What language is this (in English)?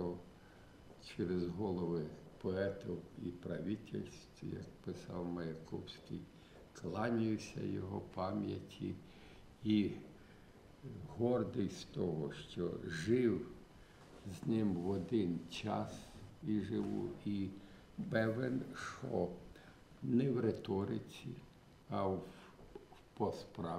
Ukrainian